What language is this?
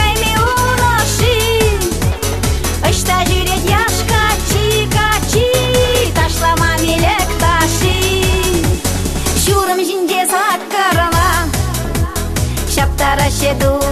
Chuvash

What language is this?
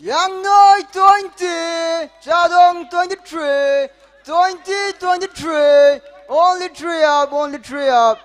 Tangkhul Naga (India)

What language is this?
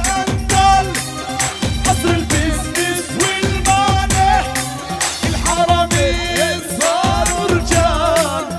South Levantine Arabic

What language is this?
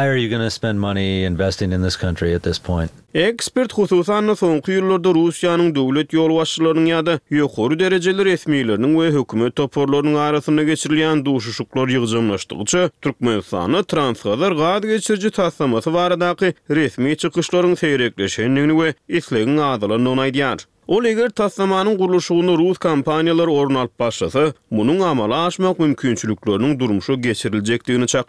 Turkmen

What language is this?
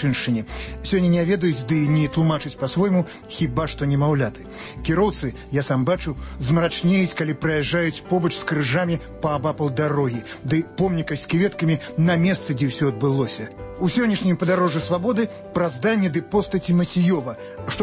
Belarusian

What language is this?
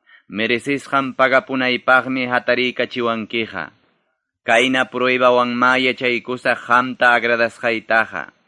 Ayacucho Quechua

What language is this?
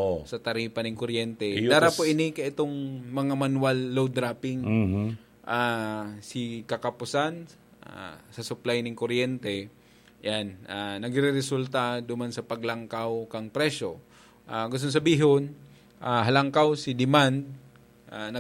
Bikol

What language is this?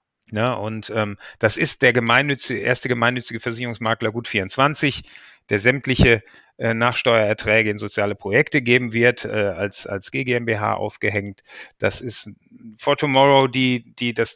German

